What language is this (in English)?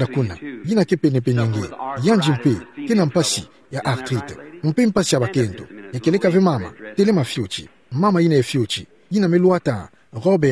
Kituba (Democratic Republic of Congo)